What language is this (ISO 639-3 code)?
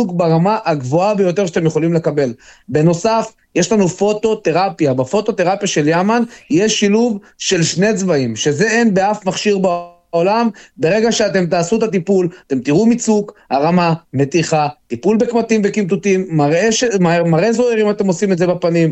heb